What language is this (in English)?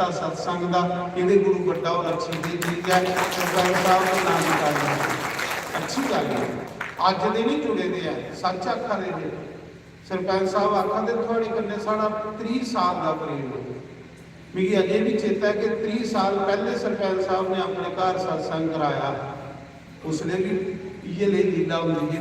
Dogri